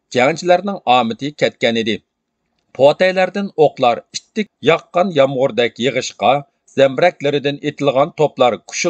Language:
Uyghur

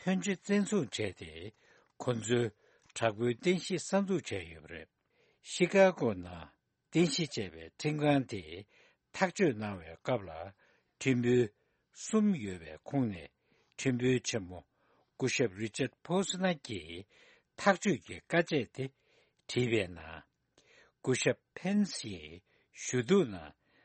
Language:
Tibetan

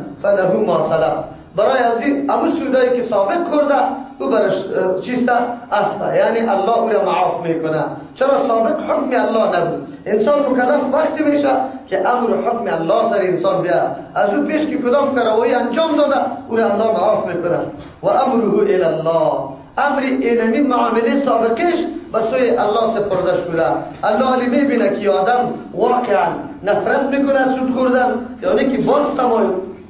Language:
Persian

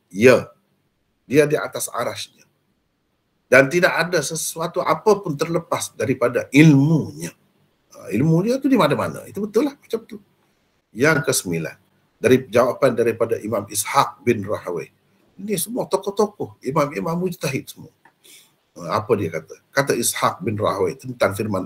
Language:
Malay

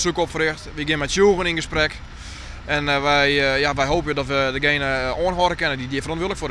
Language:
Western Frisian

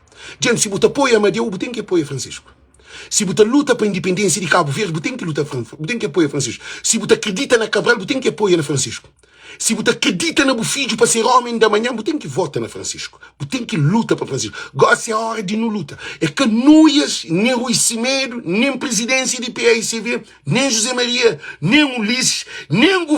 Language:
Kabuverdianu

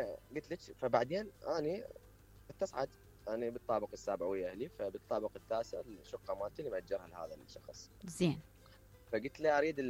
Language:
Mesopotamian Arabic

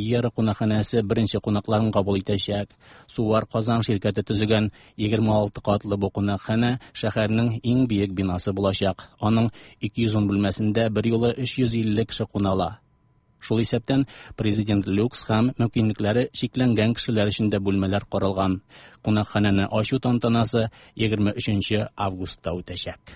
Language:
Tatar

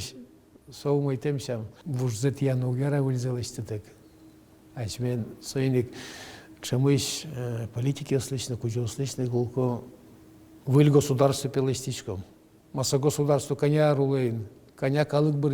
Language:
Udmurt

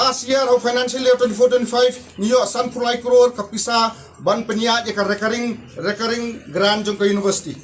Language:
Khasi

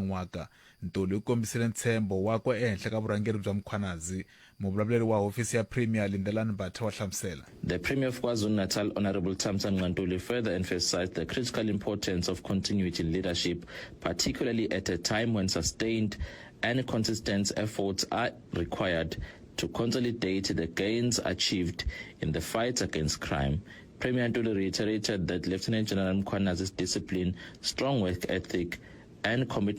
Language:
Tsonga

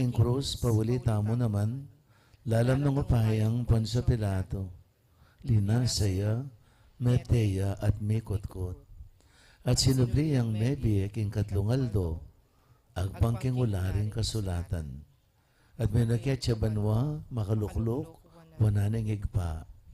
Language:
Pampanga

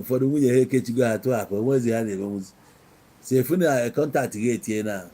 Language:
Igbo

